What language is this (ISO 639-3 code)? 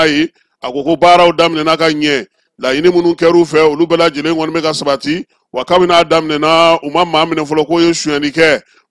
bam